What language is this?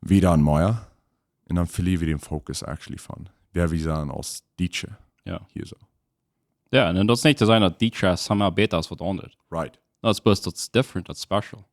Plautdietsch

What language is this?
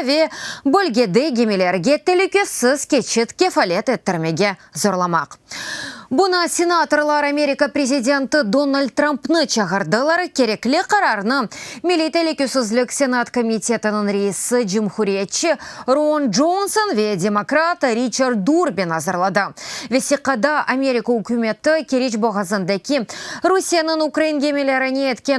Crimean Tatar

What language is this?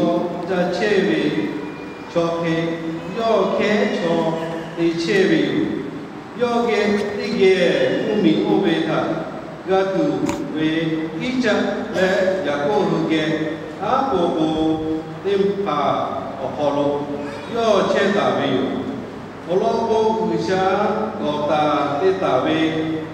Lahu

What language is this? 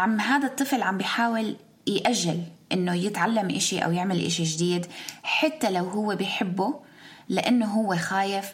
North Levantine Arabic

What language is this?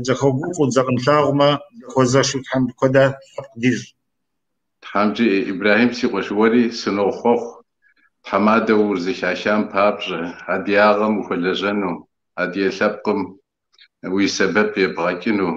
Kabardian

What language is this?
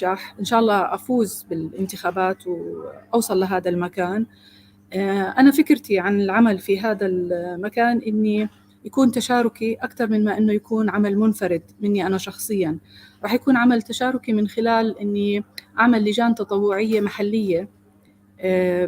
North Levantine Arabic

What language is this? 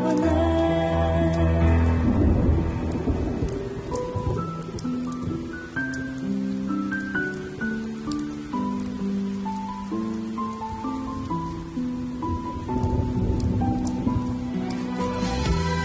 Kazakh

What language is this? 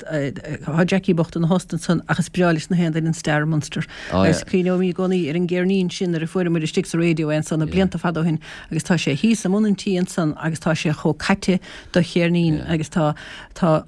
Irish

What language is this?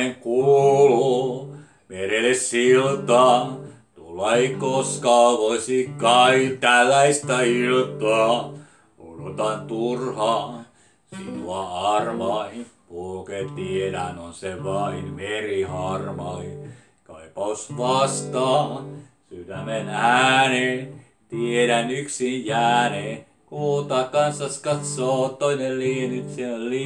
Finnish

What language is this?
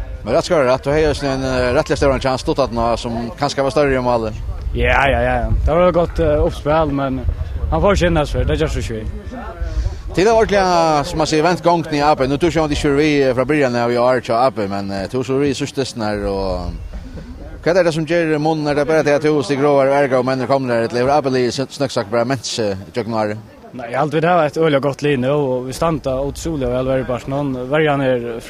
Faroese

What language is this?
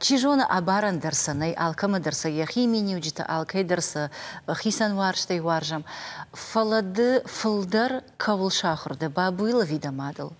Ossetic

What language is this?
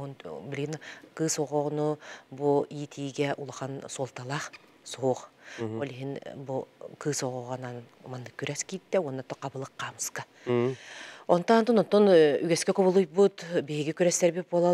Yakut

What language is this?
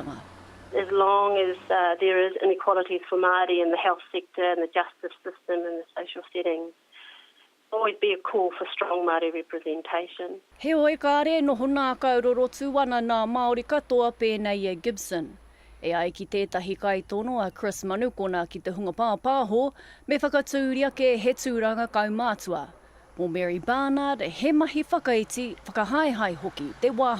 Māori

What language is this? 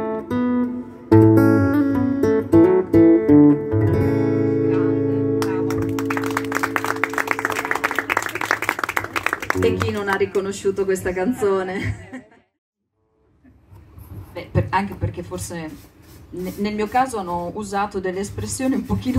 Italian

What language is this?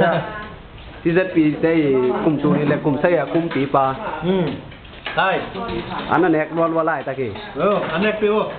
Tedim Chin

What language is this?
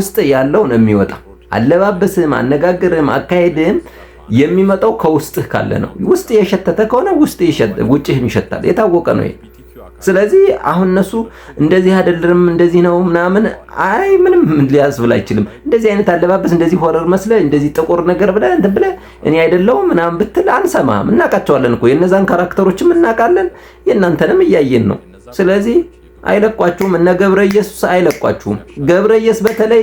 Amharic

